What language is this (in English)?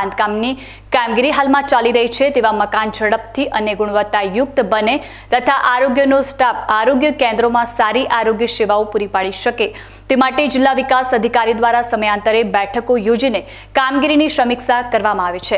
Gujarati